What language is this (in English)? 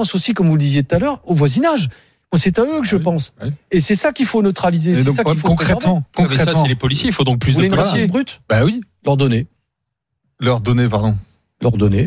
French